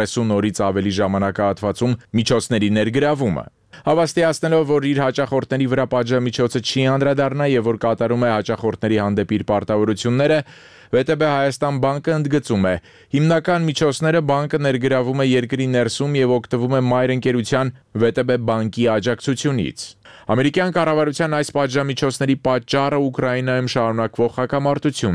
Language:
Armenian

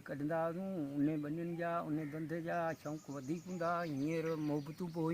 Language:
Sindhi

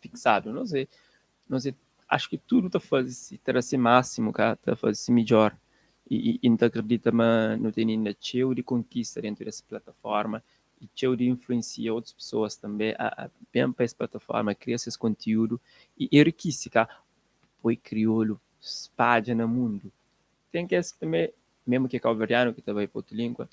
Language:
Kabuverdianu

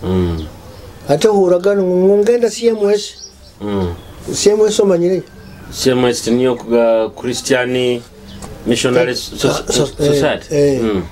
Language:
Nyoro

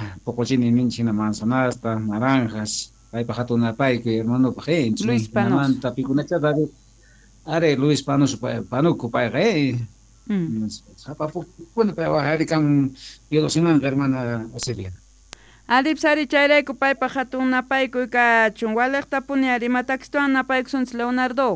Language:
South Bolivian Quechua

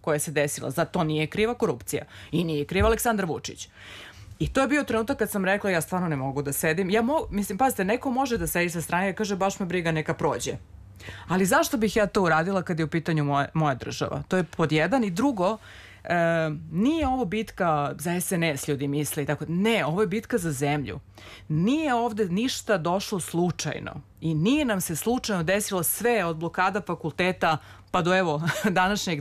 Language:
Serbian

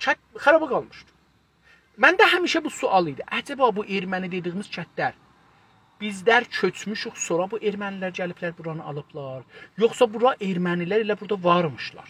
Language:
South Azerbaijani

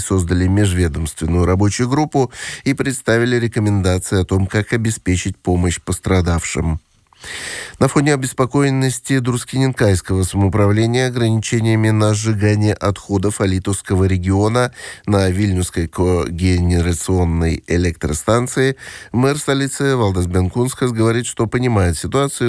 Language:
Russian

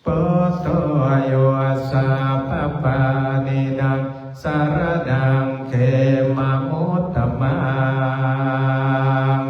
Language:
Pali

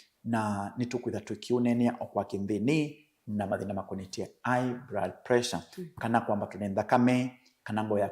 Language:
Kamba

